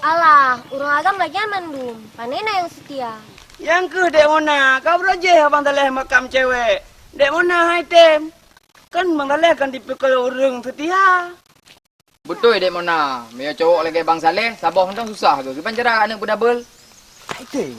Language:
Achinese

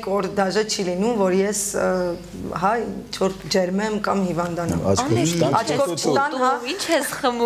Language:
Armenian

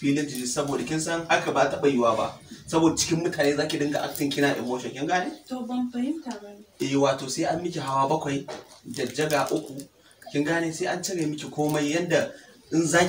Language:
Hausa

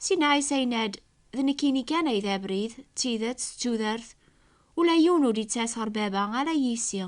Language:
Kabyle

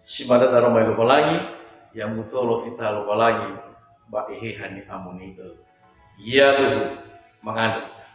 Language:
Nias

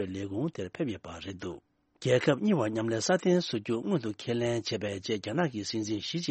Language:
Tibetan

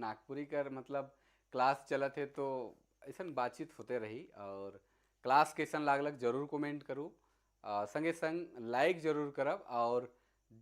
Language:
Sadri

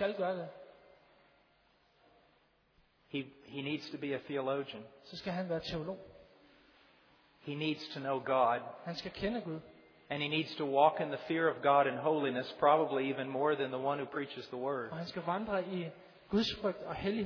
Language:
Danish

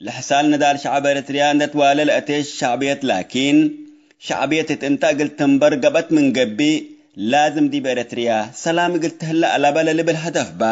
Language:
Tigre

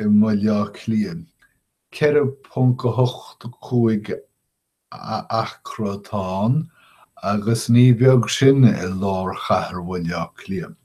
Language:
Irish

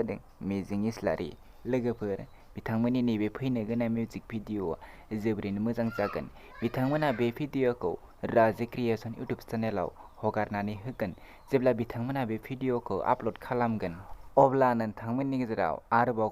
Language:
Bodo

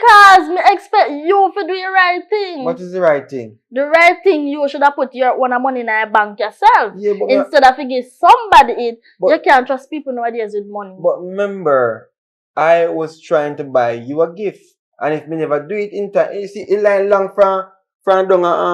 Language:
Jamaican Creole English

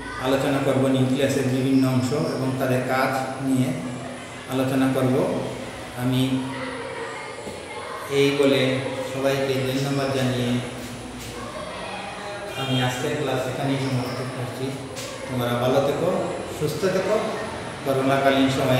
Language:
Bangla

